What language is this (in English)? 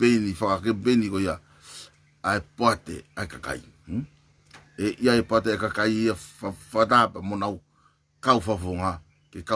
Tongan